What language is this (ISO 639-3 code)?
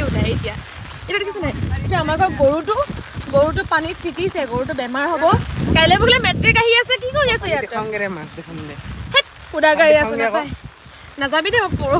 asm